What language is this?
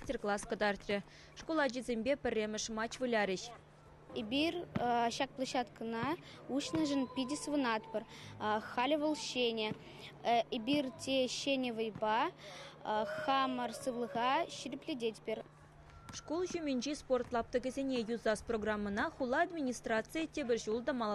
Chuvash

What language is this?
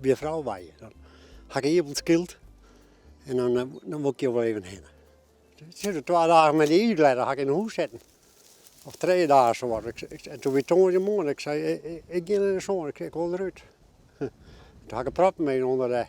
Western Frisian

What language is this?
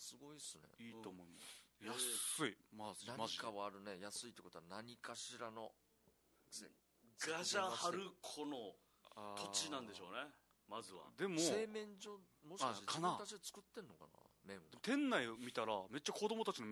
Japanese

